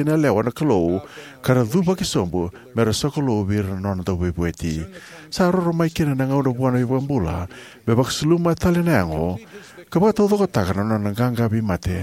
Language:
Fijian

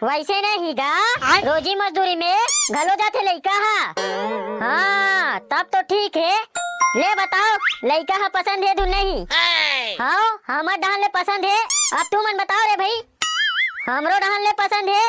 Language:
Chhattisgarhi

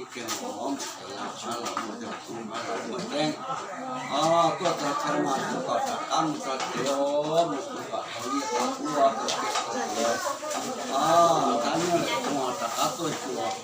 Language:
Hmong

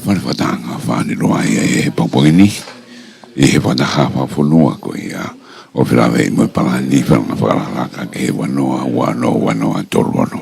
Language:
Tongan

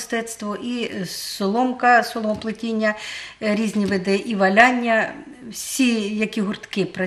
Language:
Ukrainian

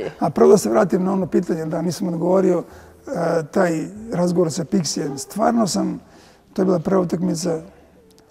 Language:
Serbian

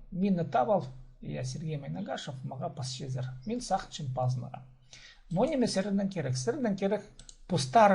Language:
Khakas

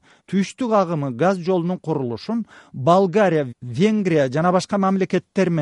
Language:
Kyrgyz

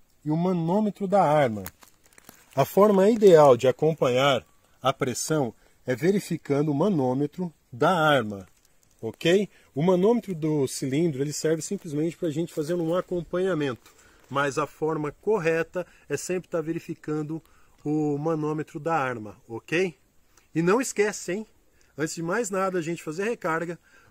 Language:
Portuguese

